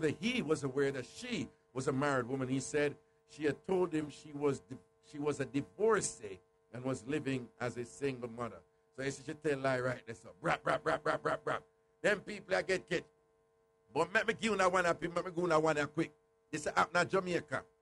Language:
Jamaican Creole English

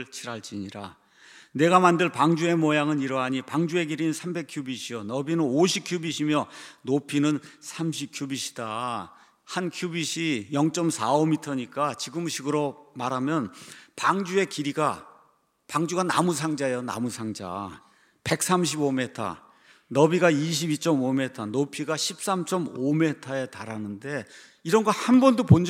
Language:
Korean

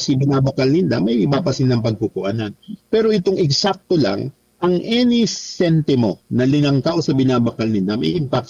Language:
Bikol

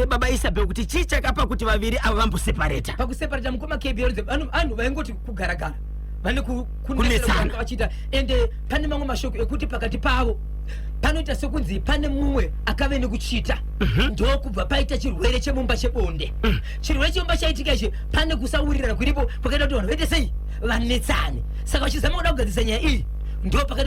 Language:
Shona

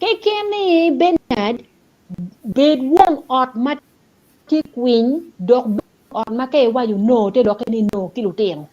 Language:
Acoli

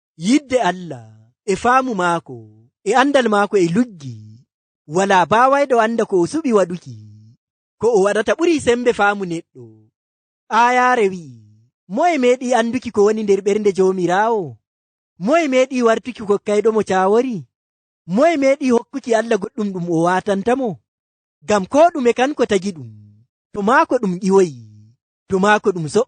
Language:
Nigerian Fulfulde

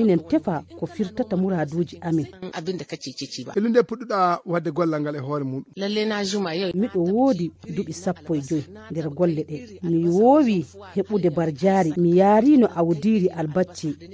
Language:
Nigerian Fulfulde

